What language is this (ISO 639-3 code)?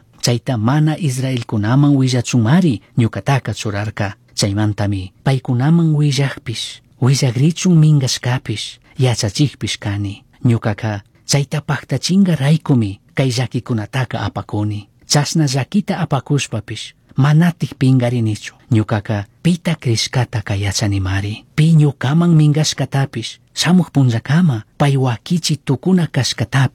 qug